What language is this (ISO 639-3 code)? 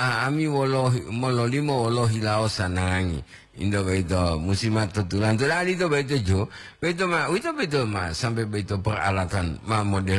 gor